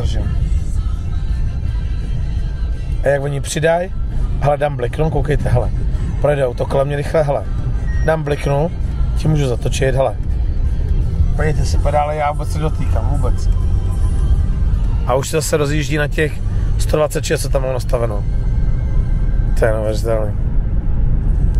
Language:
Czech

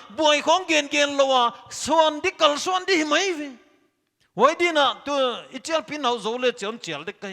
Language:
Paite Chin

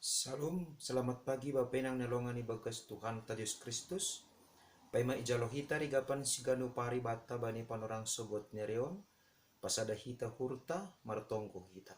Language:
Batak Simalungun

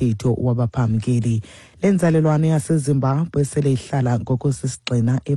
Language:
Xhosa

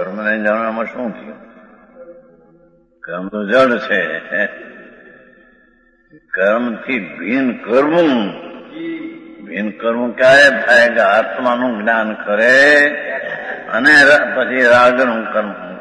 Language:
Gujarati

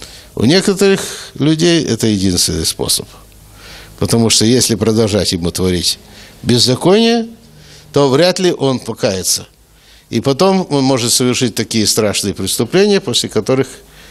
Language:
Russian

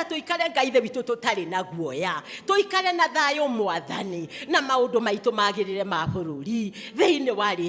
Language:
Kikuyu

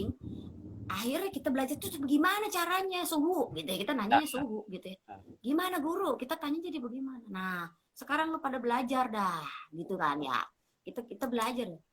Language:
Betawi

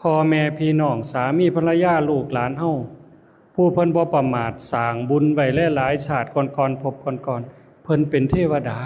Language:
Lao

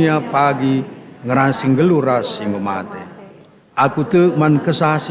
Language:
Batak Karo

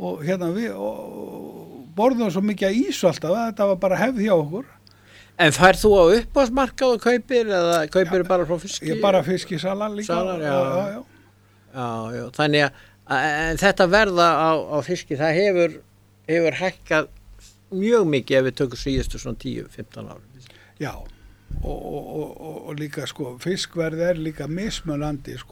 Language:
Icelandic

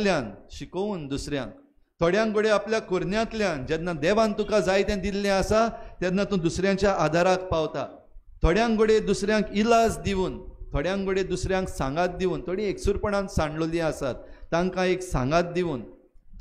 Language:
Konkani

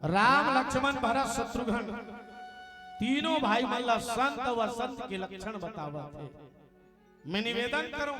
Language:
Chhattisgarhi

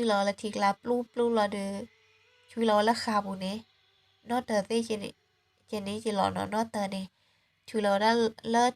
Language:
S'gaw Karen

